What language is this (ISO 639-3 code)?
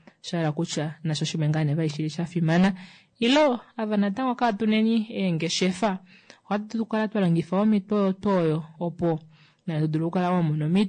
kua